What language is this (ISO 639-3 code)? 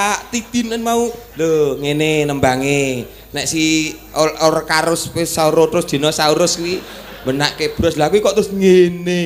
jav